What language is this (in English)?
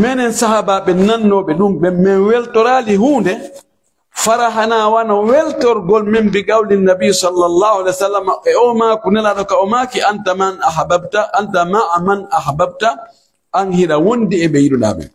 Pular